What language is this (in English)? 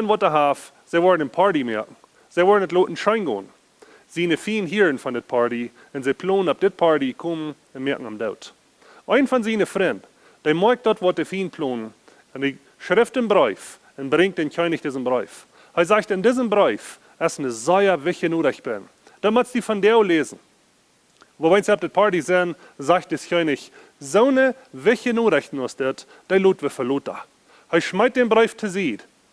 Plautdietsch